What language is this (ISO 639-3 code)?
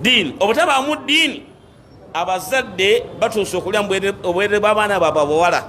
lug